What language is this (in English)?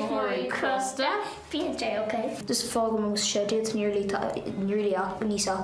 Irish